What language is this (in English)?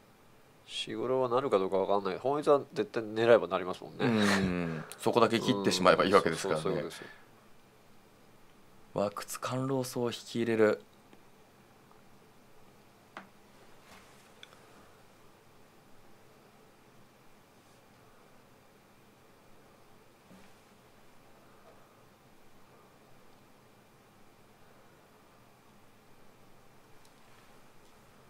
Japanese